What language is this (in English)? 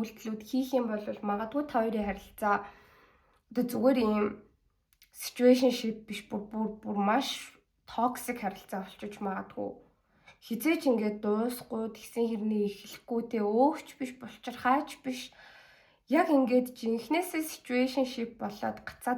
Mongolian